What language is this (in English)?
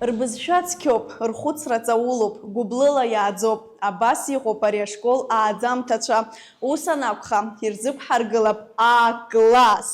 Abkhazian